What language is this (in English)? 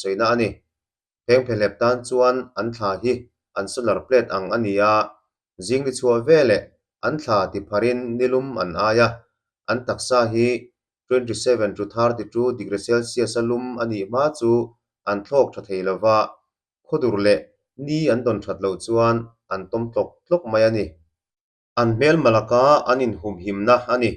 Mizo